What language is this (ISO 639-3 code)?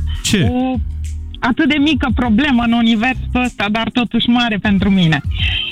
ron